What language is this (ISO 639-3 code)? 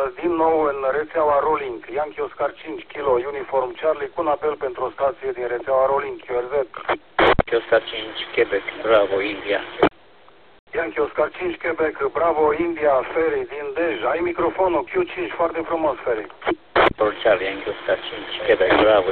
ron